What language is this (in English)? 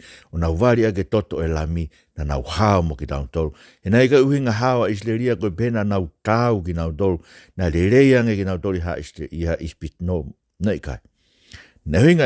Tongan